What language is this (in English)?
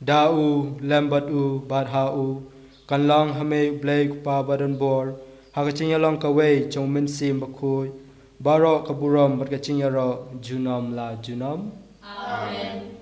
Khasi